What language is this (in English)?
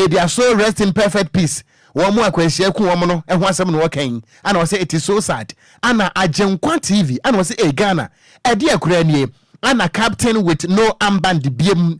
Akan